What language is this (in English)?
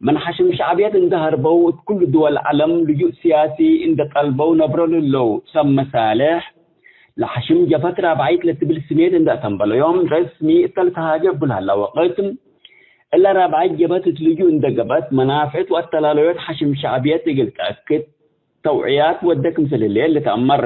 Tigre